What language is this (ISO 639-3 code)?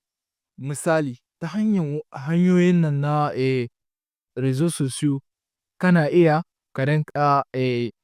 hau